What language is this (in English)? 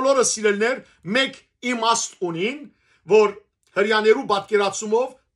Western Armenian